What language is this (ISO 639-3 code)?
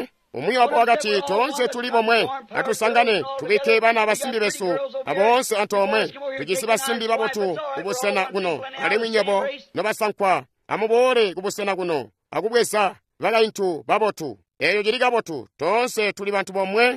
toi